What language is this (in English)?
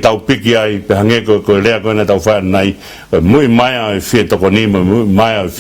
Tongan